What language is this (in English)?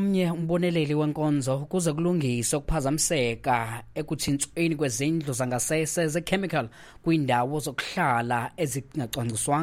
Xhosa